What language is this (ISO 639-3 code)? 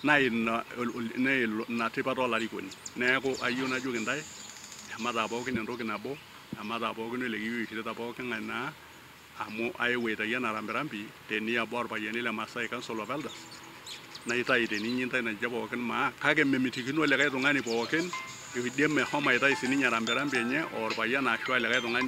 mas